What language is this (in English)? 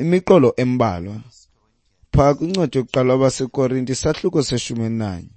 Xhosa